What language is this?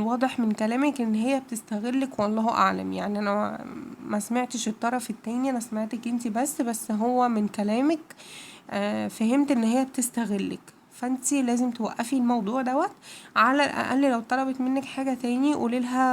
Egyptian Arabic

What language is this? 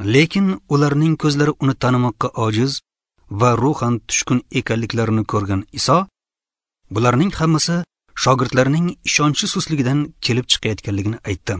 Uzbek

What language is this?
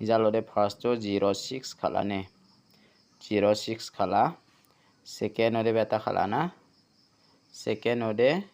Garo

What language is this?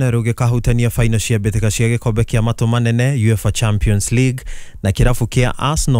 Kikuyu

